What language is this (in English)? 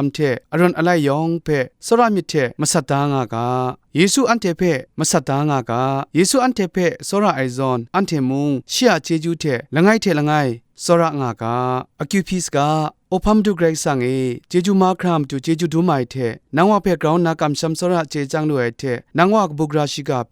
Kachin